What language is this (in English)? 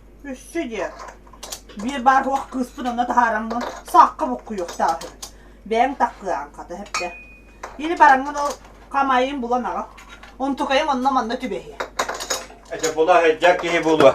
Yakut